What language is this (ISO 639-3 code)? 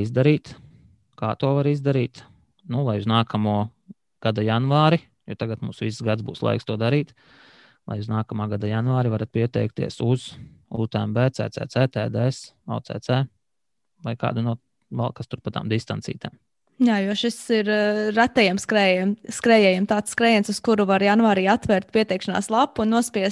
lav